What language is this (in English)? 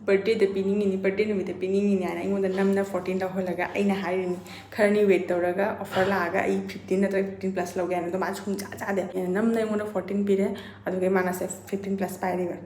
Manipuri